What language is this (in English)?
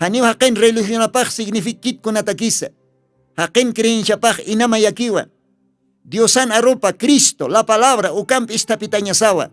Aymara